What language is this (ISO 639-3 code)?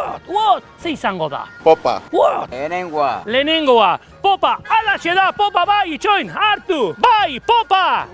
eus